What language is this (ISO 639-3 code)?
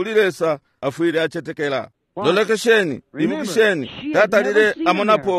bem